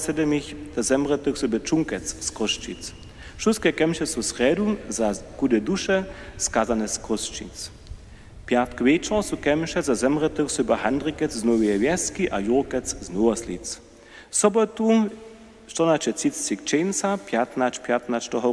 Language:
Upper Sorbian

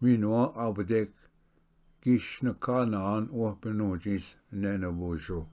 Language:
Ojibwa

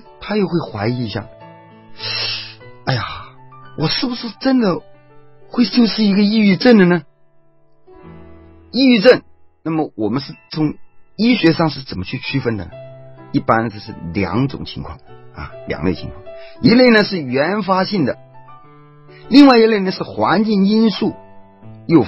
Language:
Chinese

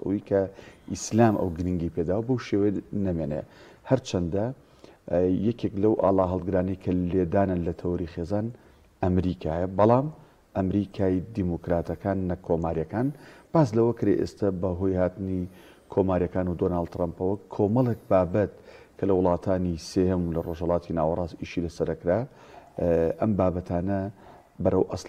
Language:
Central Kurdish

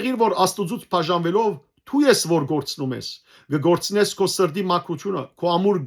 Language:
Western Armenian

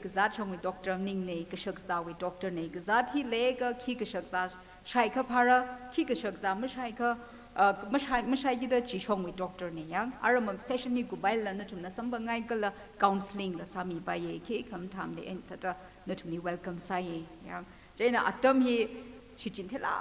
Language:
Tangkhul Naga (India)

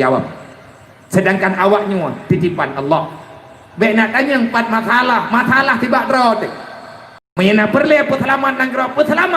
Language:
Achinese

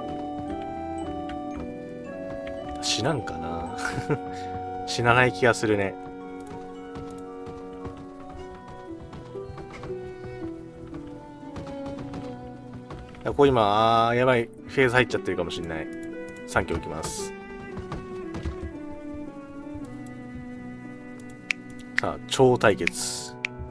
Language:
Japanese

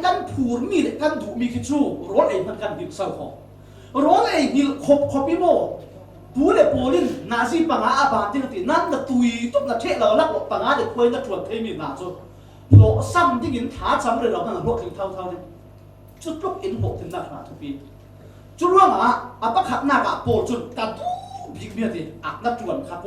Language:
Falam Chin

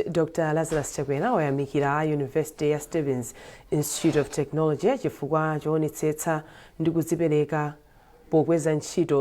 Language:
Nyanja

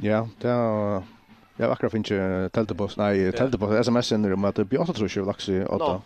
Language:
Faroese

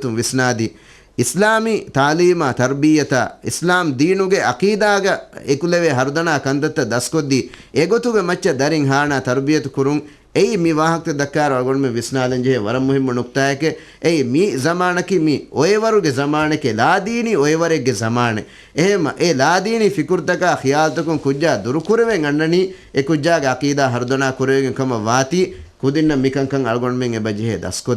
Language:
Divehi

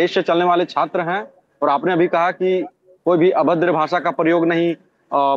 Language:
Hindi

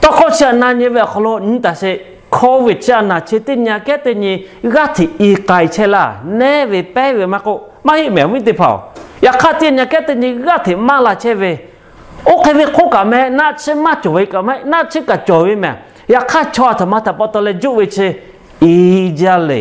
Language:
Lahu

